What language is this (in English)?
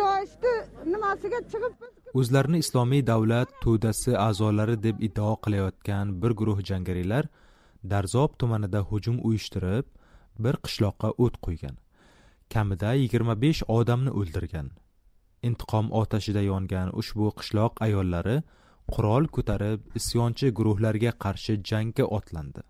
Uzbek